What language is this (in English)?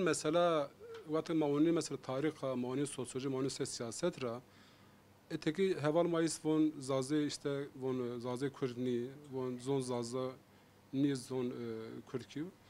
Zaza